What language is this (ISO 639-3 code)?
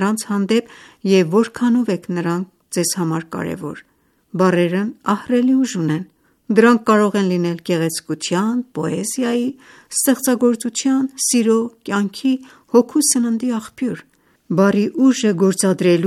hye